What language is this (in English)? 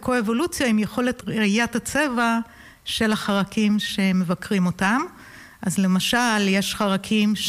Hebrew